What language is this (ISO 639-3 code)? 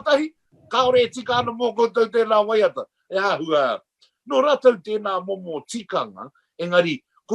mri